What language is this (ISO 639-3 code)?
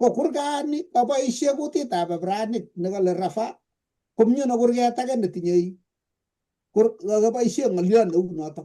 kln